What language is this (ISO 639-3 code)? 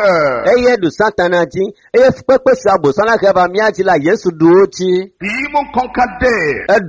ewe